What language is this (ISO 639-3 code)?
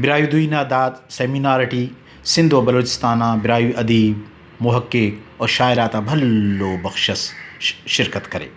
brh